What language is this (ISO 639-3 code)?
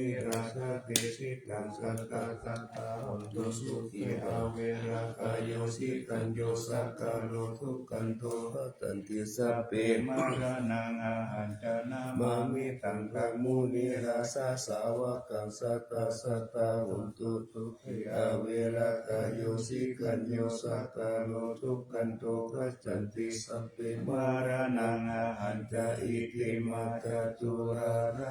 pli